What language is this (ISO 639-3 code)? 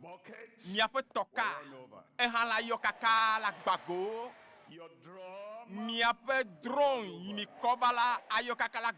ewe